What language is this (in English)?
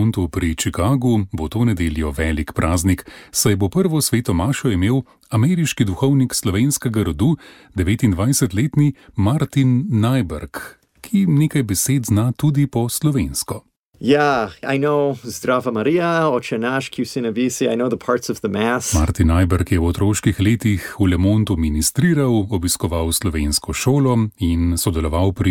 Slovenian